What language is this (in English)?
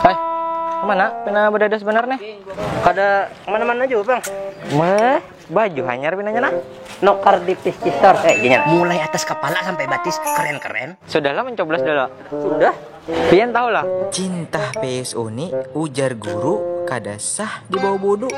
Banjar